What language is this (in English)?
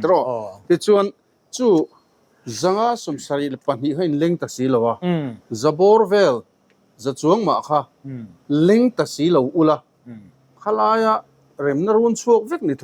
Mizo